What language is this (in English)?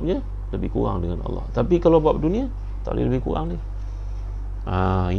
Malay